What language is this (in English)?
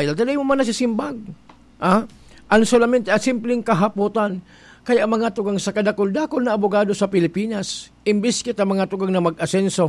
Bikol